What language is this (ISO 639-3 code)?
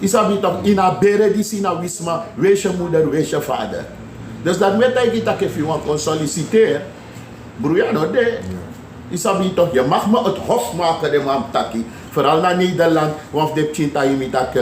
srn